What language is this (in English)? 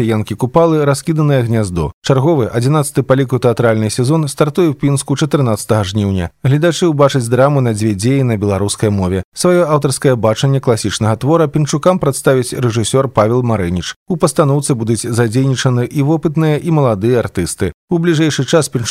Belarusian